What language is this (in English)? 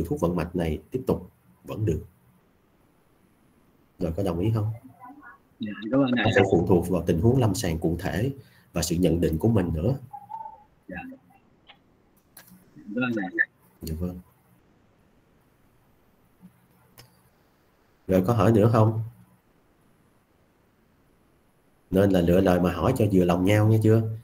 Vietnamese